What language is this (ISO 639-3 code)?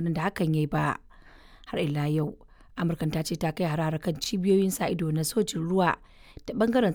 hau